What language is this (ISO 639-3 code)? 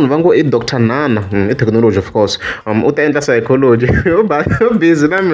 tso